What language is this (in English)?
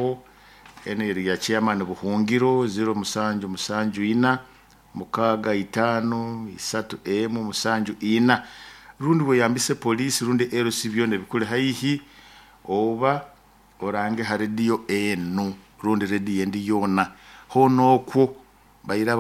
Nyoro